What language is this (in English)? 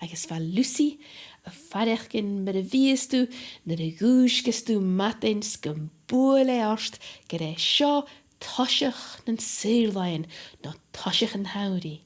Scottish Gaelic